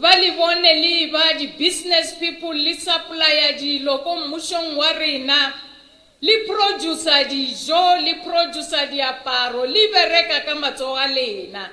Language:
Northern Sotho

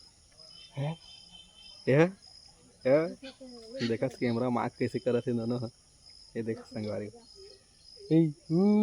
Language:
Chhattisgarhi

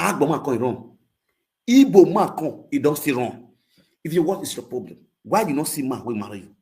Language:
Nigerian Pidgin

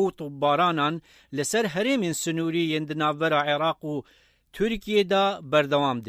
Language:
Kurdish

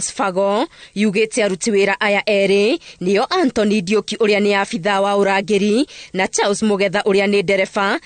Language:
Kikuyu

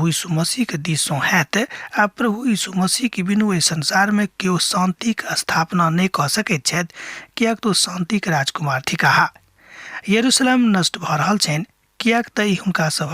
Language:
Maithili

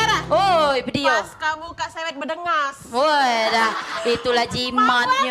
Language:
Musi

